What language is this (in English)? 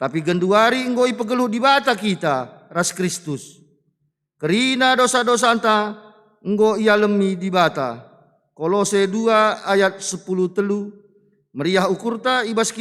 Batak Karo